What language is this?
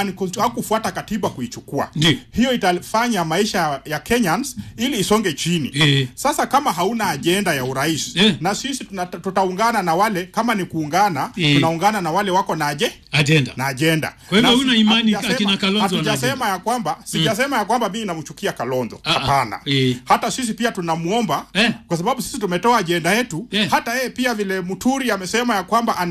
Swahili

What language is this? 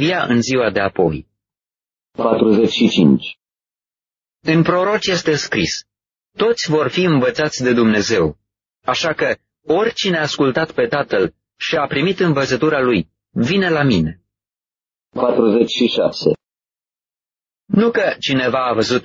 Romanian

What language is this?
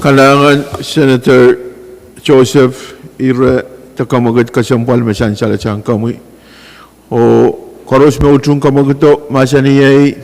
Pohnpeian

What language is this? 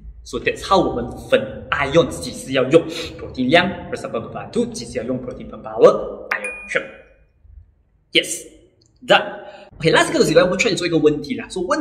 Chinese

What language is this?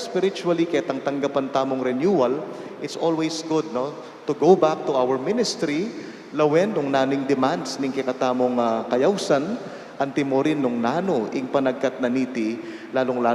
Pampanga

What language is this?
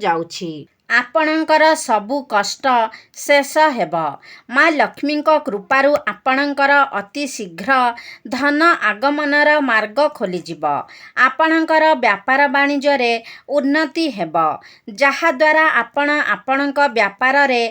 Odia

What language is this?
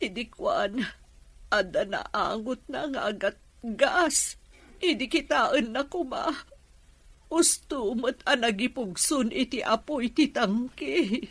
Iloko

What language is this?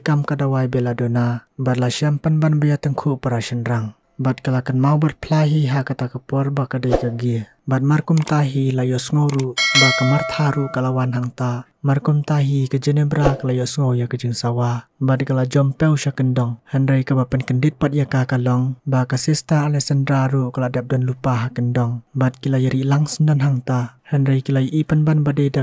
Khasi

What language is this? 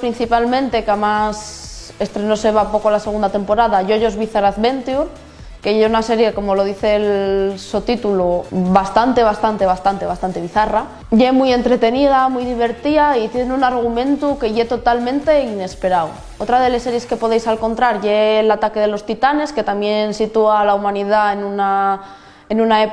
Asturian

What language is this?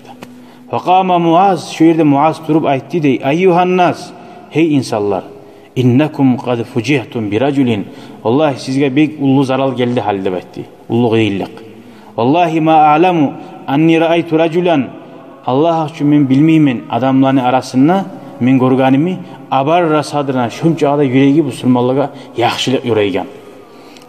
Kumyk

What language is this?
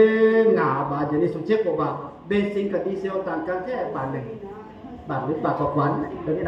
Akha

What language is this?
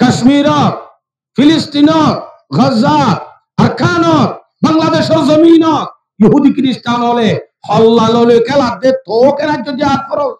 Rohingya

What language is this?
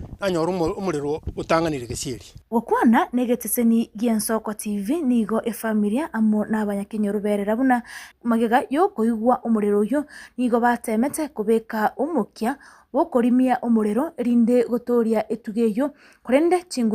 Gusii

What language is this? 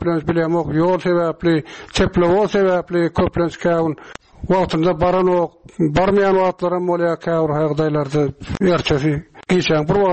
Turkmen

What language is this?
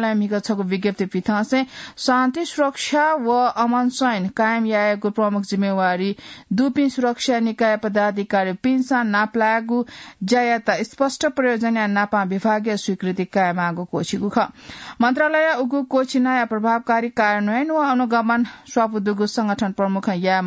Newari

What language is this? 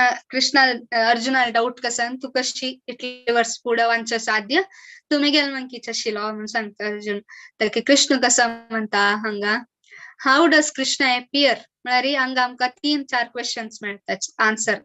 Konkani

